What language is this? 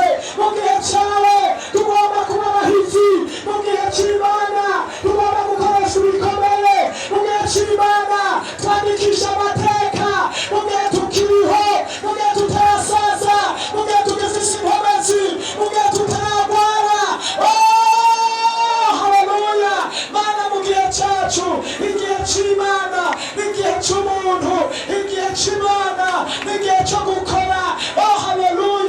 Rundi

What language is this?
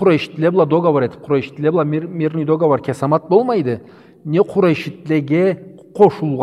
Karachay-Balkar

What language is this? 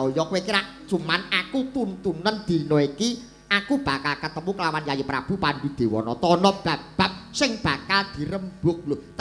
Javanese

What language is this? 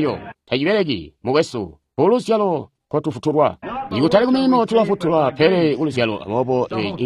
Tonga (Zambia)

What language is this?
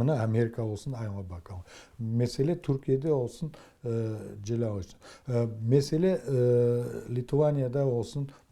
Crimean Tatar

